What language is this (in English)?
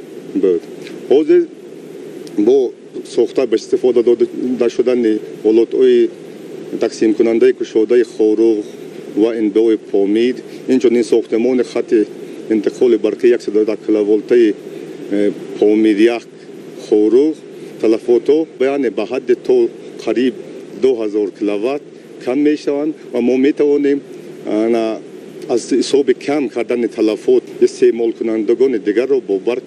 Tajik